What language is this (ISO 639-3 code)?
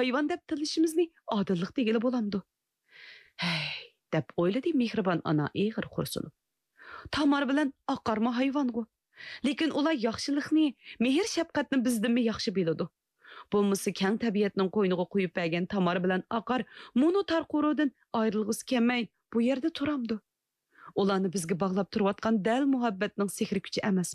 uig